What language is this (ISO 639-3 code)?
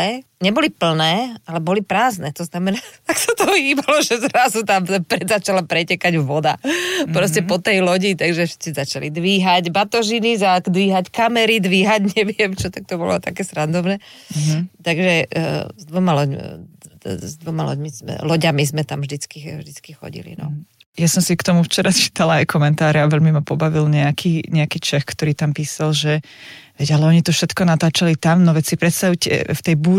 slk